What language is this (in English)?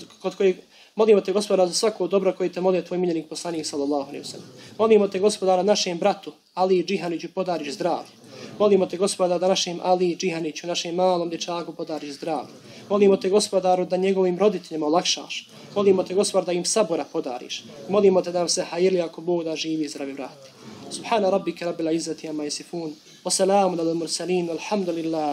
Bosnian